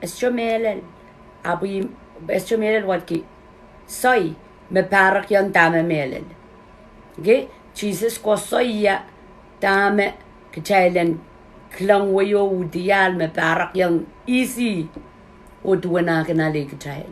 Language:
Pohnpeian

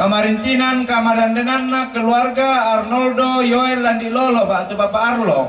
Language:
Toraja-Sa'dan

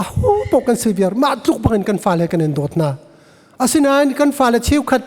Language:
Hakha Chin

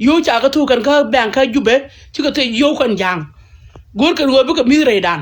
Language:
Nuer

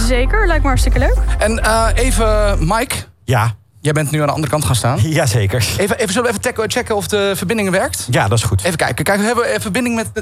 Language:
Dutch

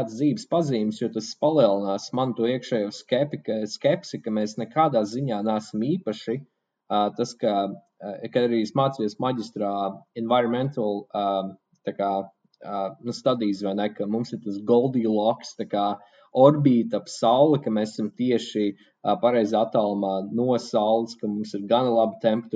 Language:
Latvian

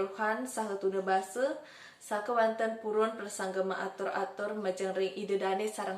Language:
Balinese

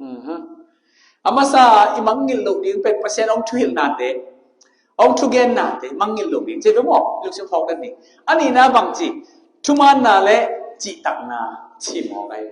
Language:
Tedim Chin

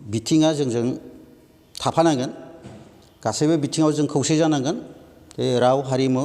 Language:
Bodo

